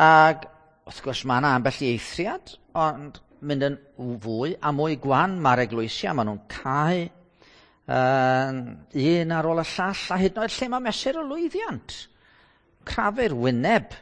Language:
Welsh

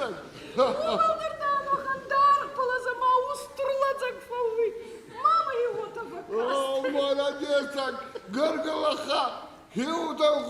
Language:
Ossetic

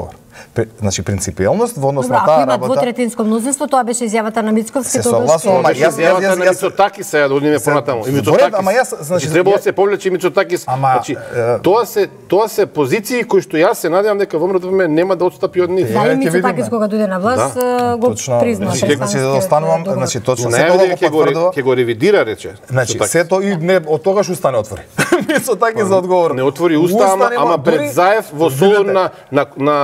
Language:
Macedonian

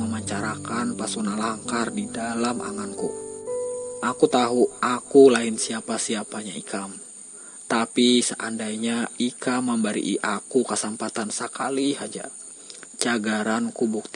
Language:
Banjar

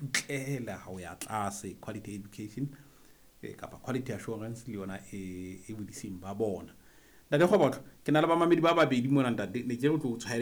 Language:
Southern Sotho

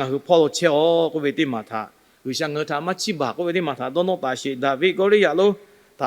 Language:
Lahu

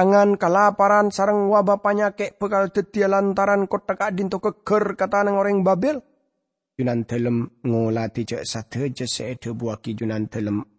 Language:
Madurese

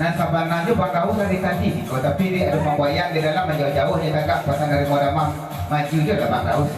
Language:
Minangkabau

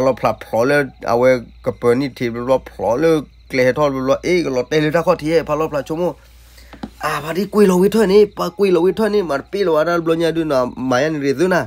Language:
S'gaw Karen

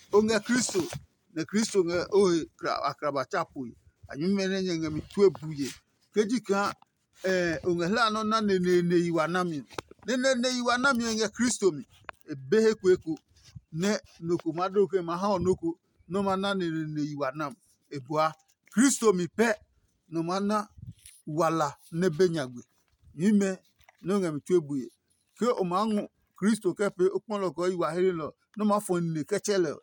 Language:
Adangme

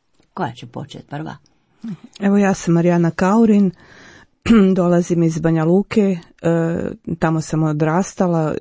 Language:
Croatian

